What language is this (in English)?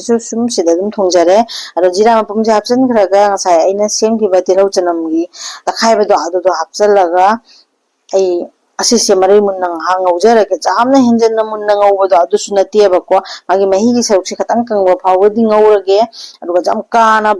Manipuri